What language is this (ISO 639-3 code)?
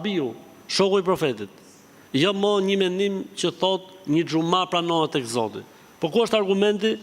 sqi